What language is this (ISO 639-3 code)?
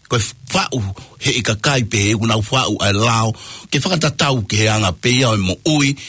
ton